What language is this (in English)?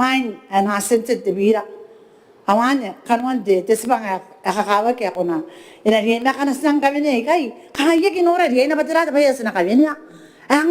Gilbertese